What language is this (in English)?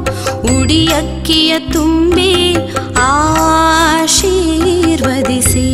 Kannada